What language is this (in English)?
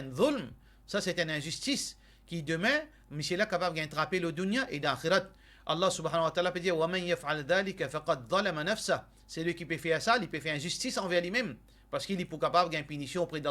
Morisyen